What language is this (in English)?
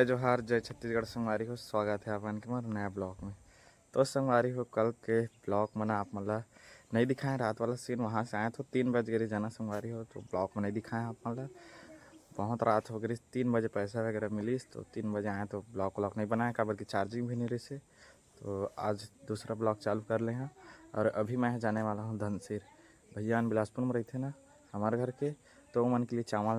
Chhattisgarhi